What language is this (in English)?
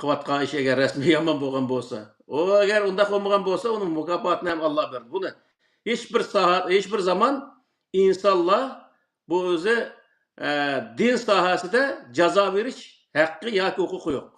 Uyghur